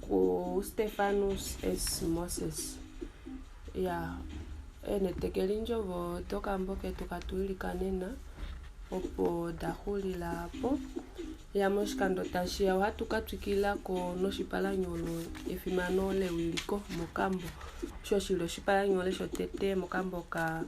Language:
Kuanyama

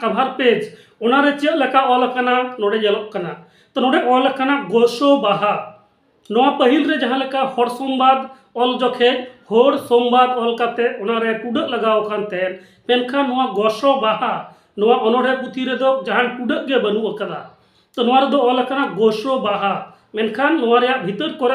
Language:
Santali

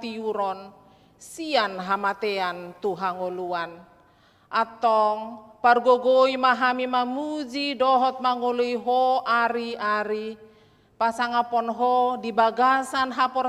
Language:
Batak Toba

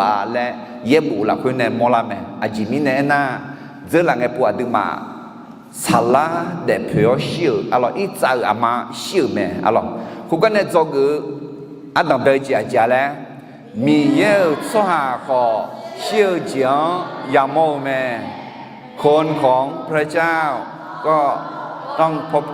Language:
Akha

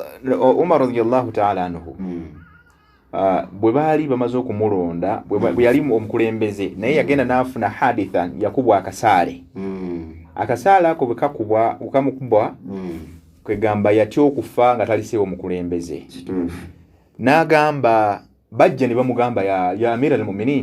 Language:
Ganda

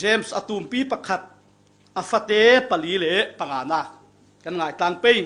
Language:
Falam Chin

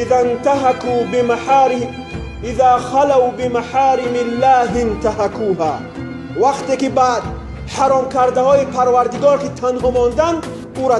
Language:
Tajik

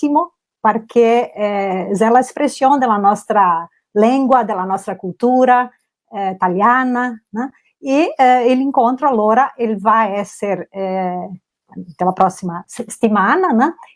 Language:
Venetian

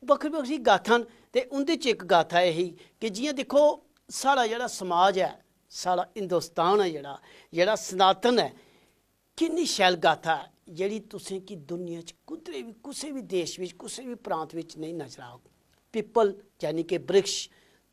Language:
Dogri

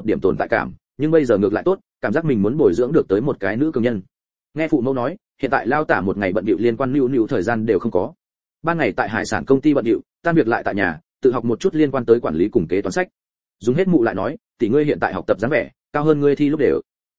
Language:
Vietnamese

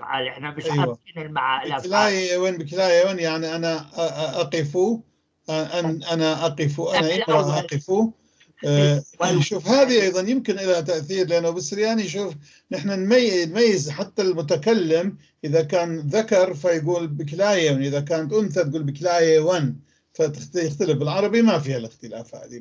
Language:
North Levantine Arabic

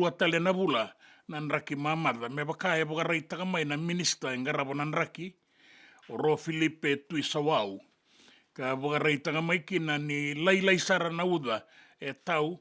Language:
Fijian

